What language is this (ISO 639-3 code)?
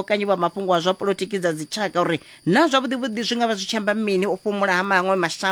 ven